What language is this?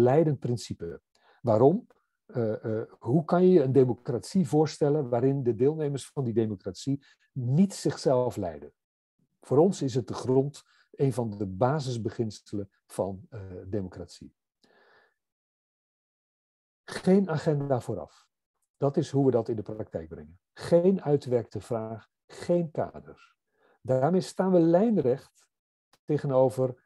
Dutch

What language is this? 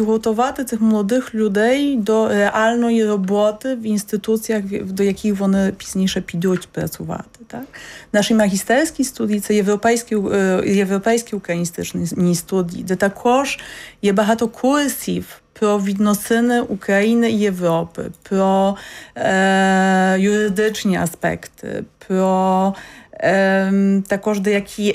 Ukrainian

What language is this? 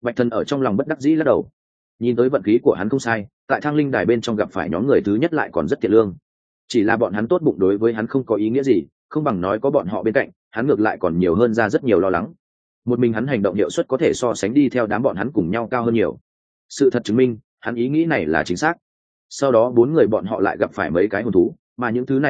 Vietnamese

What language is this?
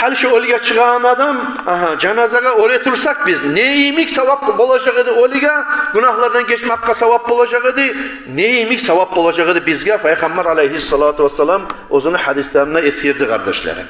Kumyk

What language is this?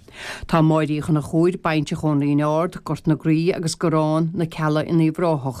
Irish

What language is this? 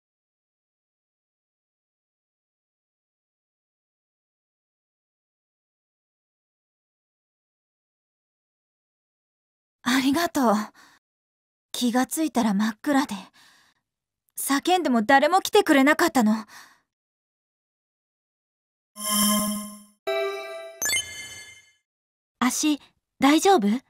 Japanese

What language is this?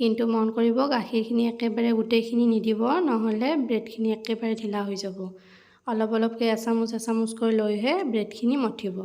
Assamese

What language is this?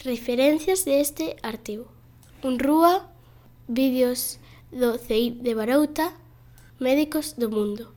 Galician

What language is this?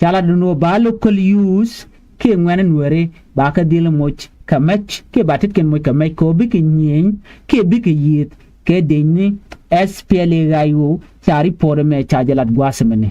Nuer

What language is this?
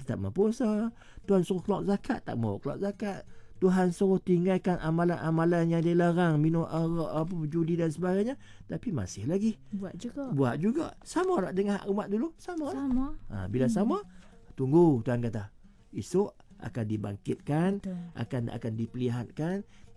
Malay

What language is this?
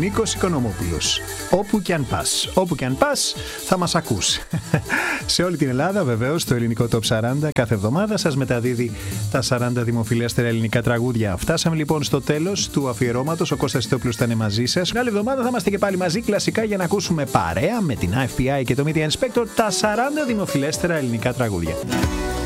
Greek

